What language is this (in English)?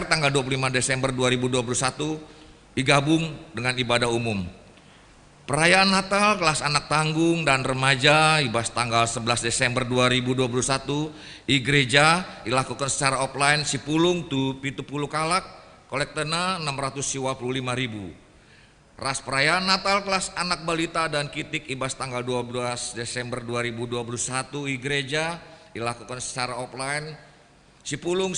Batak Karo